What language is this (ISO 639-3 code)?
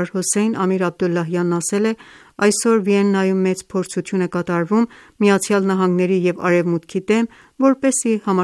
hye